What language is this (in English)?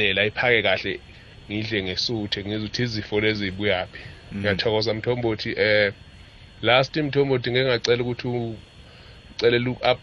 South Ndebele